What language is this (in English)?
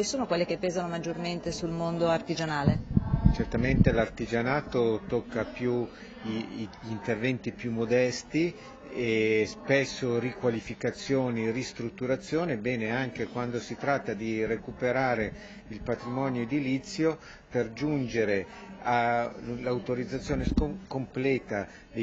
Italian